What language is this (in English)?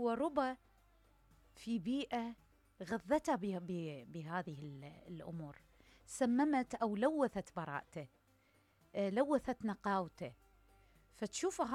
Mesopotamian Arabic